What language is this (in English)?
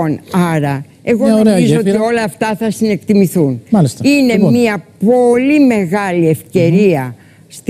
Greek